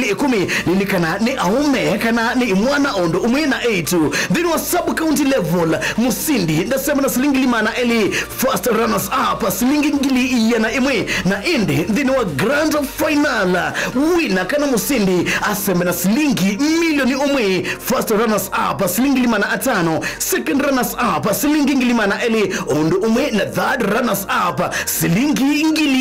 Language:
Kamba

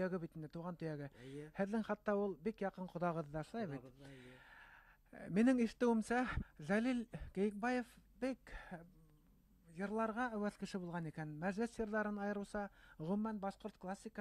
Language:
Bashkir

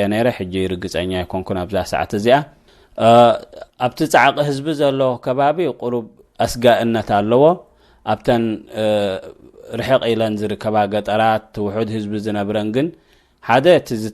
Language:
Tigrinya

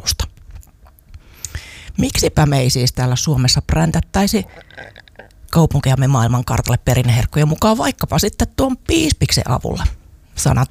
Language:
Finnish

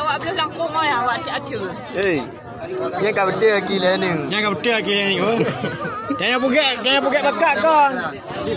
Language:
Achinese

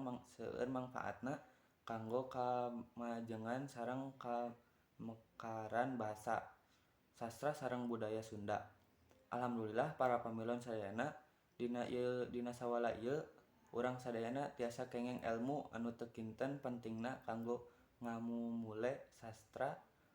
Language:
Sundanese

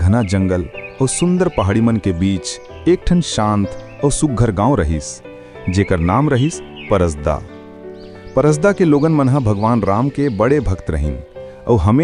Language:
Chhattisgarhi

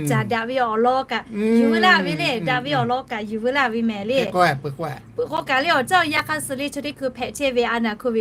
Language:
Lahu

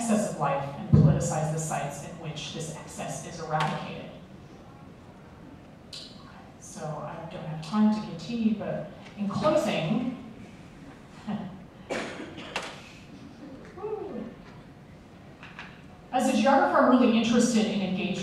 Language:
English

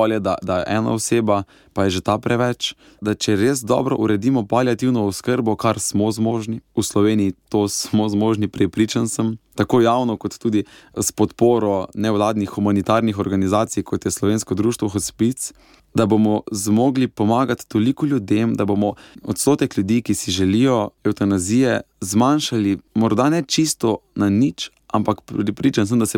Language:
Slovenian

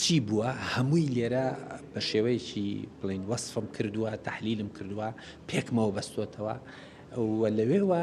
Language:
Central Kurdish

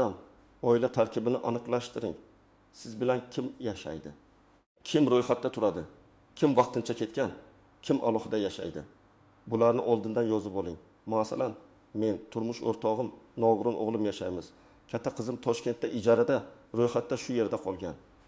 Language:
Uzbek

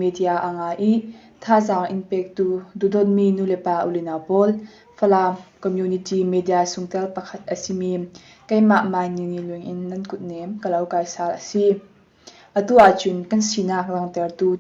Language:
Falam Chin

